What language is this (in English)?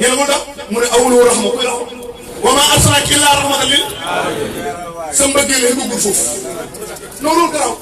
Wolof